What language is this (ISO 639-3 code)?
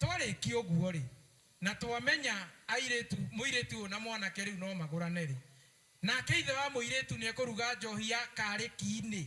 kik